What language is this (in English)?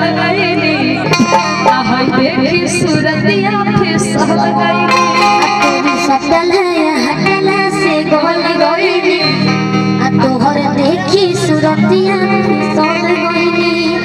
Bhojpuri